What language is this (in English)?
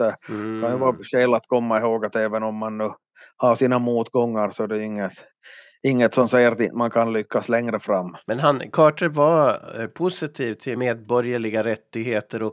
Swedish